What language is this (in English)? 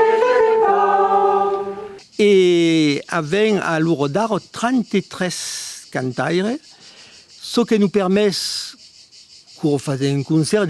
Occitan